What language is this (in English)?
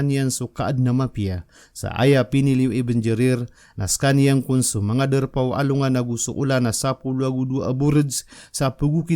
Maranao